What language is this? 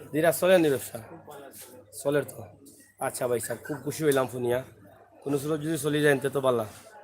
Sylheti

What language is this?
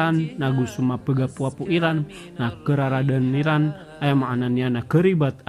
Maranao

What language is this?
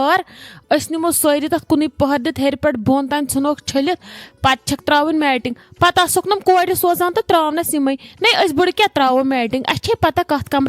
Kashmiri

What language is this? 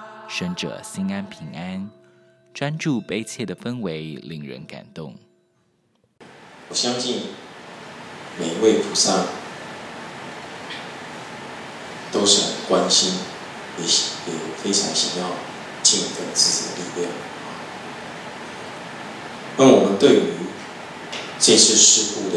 Chinese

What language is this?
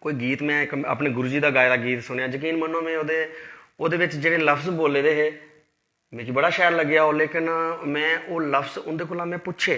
Dogri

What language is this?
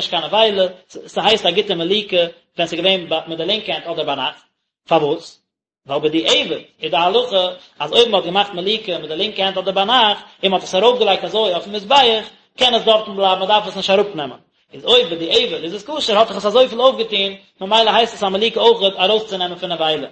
Yiddish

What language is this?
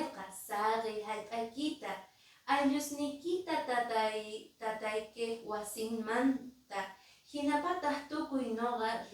Quechua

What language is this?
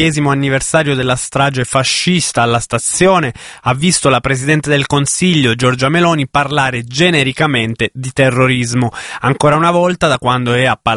Italian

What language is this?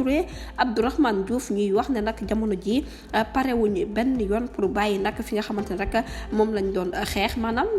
Wolof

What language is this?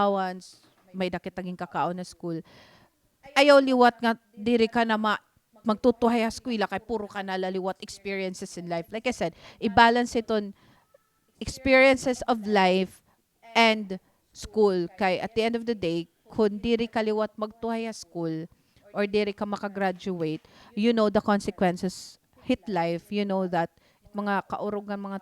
Waray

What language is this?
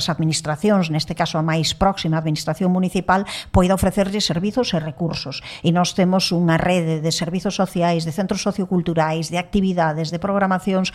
Galician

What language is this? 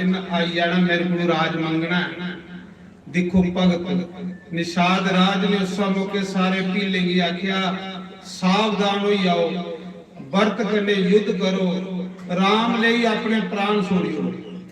Dogri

